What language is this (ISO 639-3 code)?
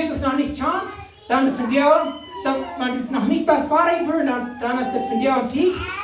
pdt